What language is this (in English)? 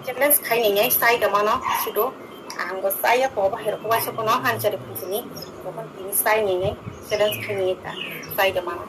Kok Borok